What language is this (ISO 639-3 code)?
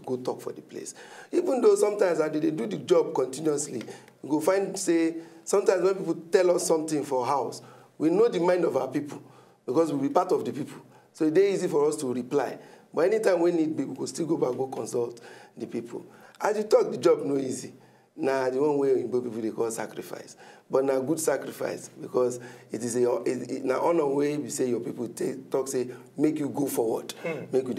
pcm